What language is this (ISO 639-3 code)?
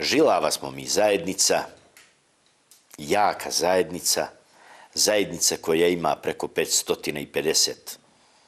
bos